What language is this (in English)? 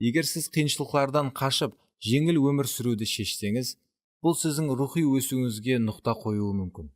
Kara-Kalpak